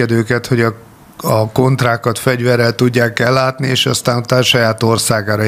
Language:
Hungarian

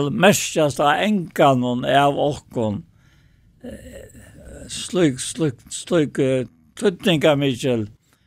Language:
Faroese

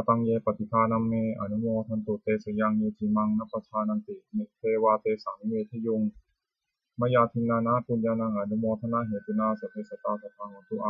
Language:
Pali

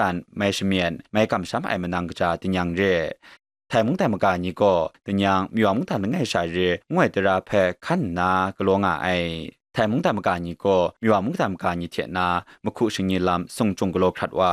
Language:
Kachin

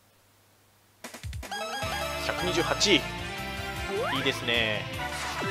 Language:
Japanese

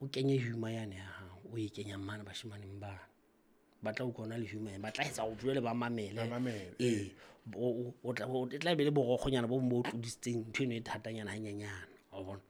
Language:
Southern Sotho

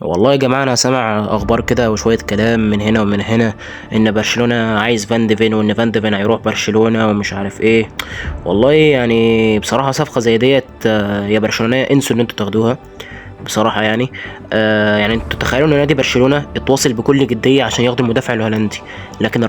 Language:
Egyptian Arabic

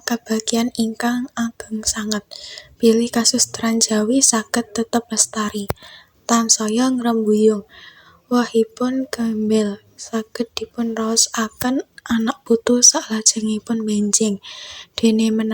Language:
Javanese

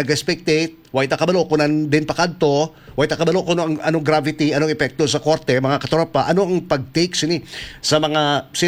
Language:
Hiligaynon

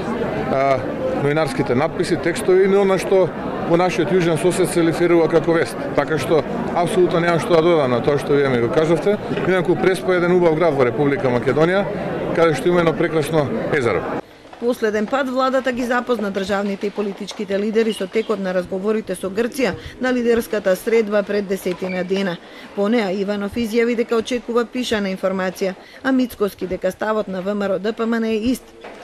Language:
Macedonian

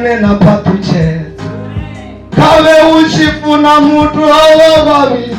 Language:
Venda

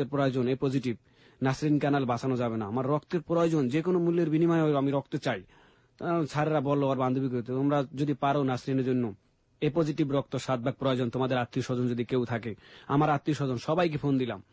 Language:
Bangla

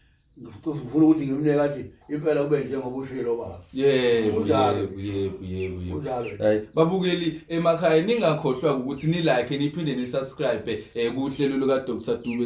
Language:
Zulu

